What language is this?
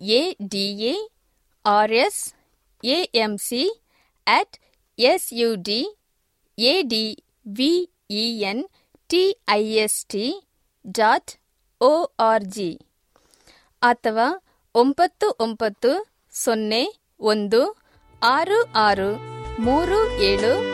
Kannada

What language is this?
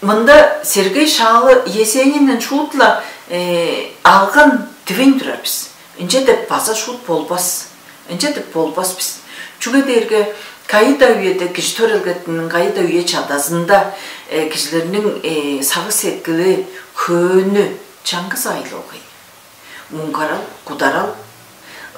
Tuvinian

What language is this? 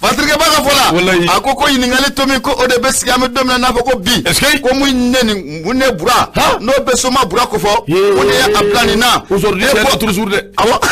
Bambara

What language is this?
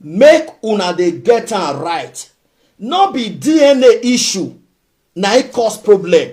Nigerian Pidgin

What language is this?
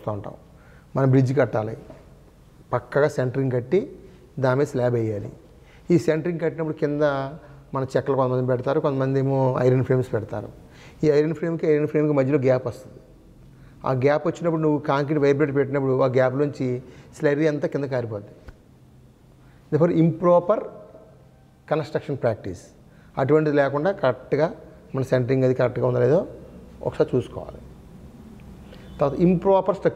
Telugu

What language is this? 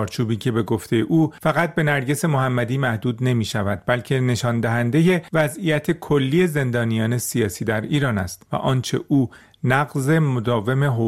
Persian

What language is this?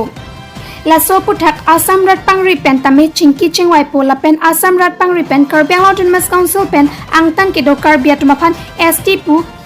Karbi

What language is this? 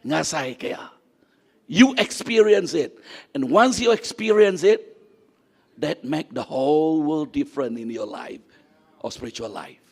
Iban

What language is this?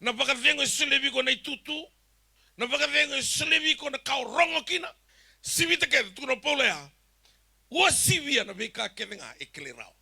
Fijian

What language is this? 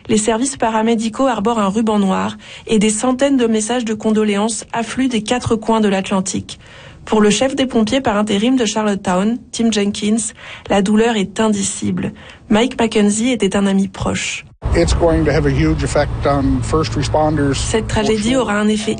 French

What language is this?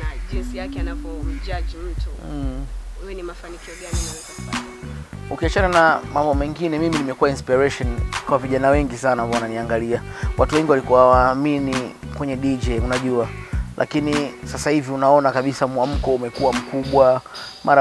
Swahili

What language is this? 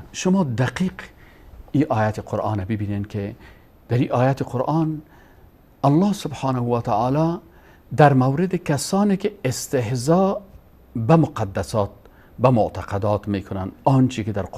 Persian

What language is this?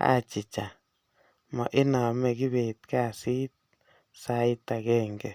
Kalenjin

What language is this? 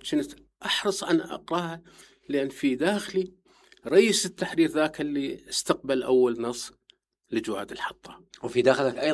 Mesopotamian Arabic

